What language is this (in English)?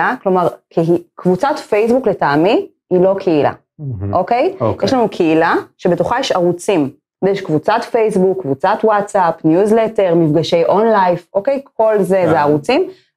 Hebrew